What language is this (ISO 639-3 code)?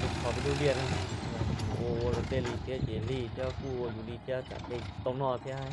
hmn